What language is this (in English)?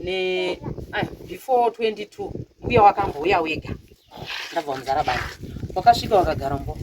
Shona